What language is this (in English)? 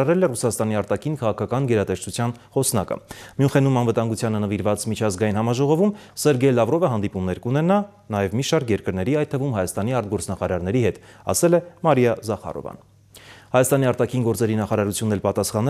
Armenian